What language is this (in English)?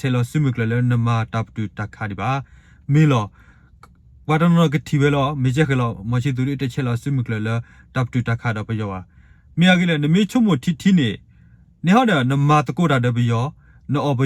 S'gaw Karen